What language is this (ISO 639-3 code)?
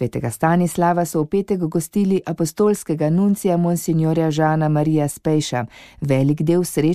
slv